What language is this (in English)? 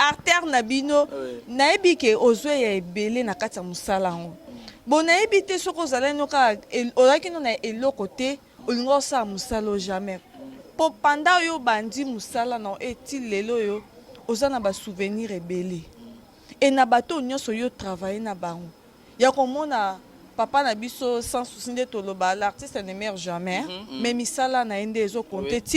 Lingala